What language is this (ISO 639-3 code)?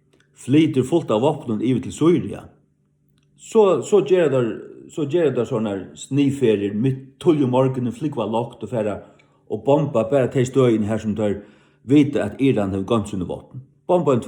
fao